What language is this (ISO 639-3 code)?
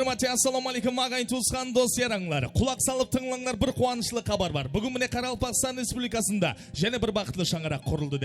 kaa